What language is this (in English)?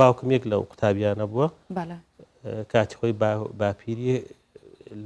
Central Kurdish